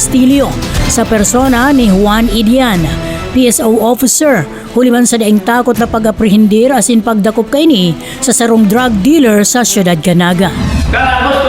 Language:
Bikol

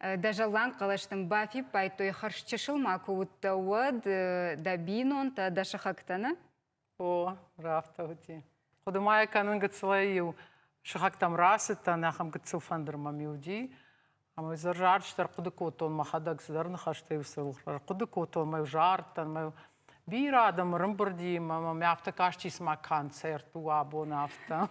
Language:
Ossetic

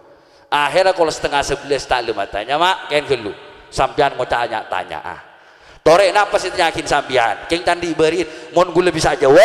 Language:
Madurese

